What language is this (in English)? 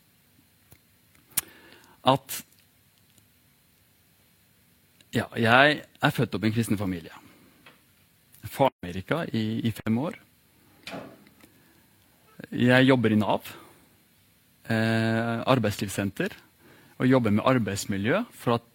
Norwegian